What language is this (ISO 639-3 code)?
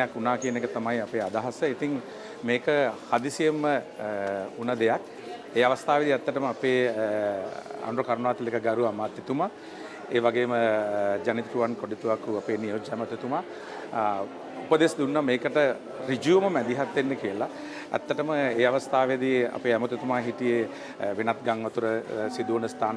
sin